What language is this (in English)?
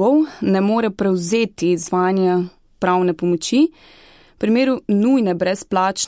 Slovenian